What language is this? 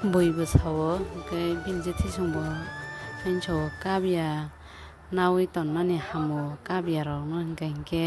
Kok Borok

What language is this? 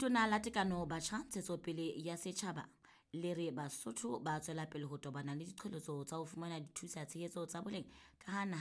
Southern Sotho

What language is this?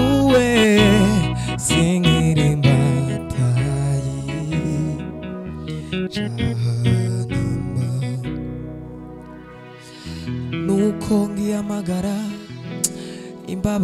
Kinyarwanda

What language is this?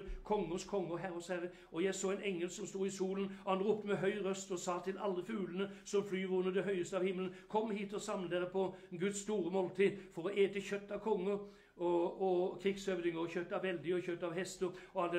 Norwegian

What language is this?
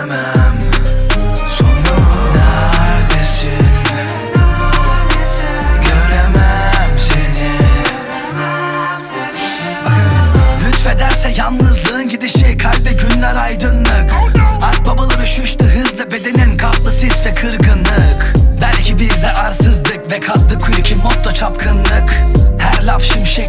Turkish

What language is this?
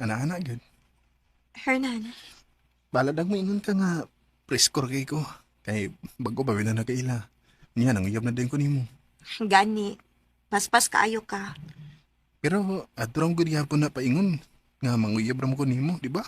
Cebuano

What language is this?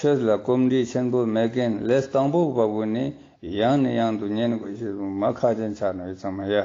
Ladakhi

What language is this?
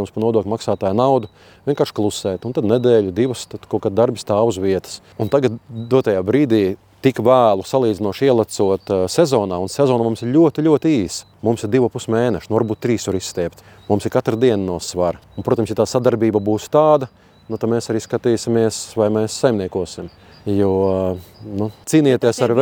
Latvian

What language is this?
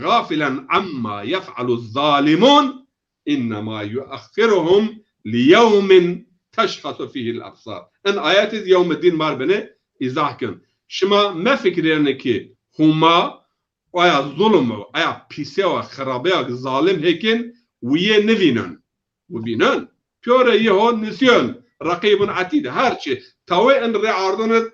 Zaza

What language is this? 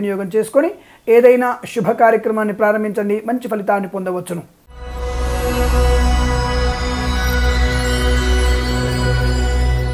Telugu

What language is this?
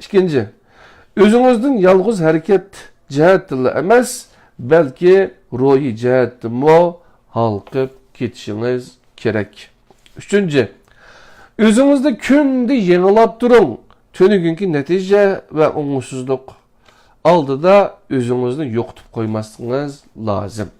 Uyghur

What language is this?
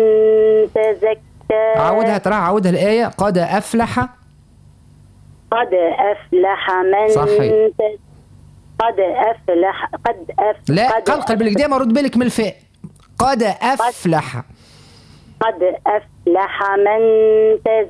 Arabic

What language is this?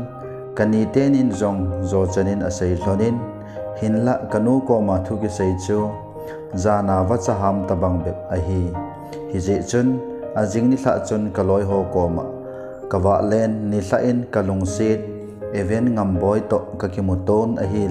Thado Chin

